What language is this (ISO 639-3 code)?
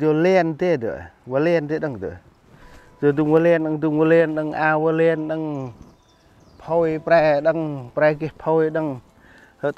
cmo